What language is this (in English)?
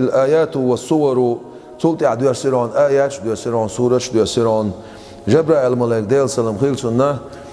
Chechen